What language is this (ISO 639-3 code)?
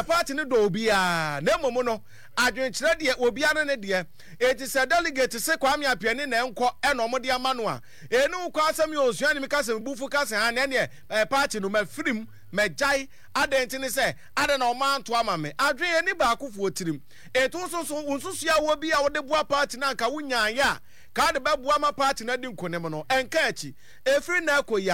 aka